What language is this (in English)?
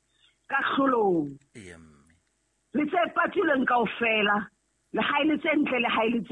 Southern Sotho